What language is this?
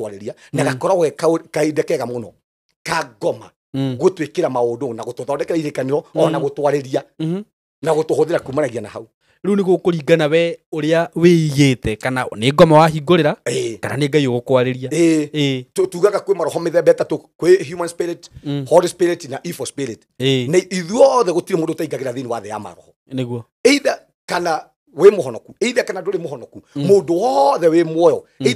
Kikuyu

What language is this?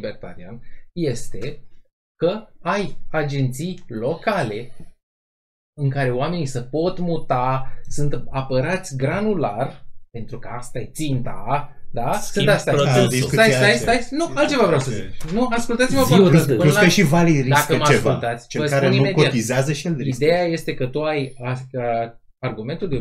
Romanian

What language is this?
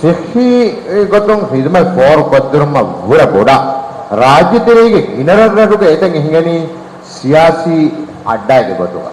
Divehi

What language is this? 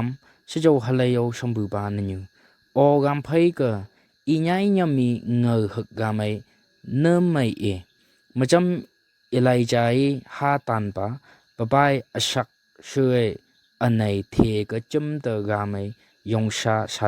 Phom Naga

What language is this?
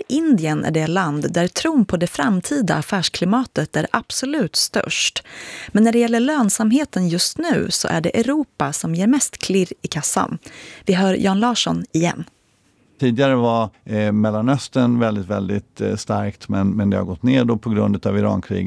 Swedish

